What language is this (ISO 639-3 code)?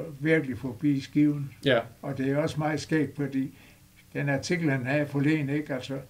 dan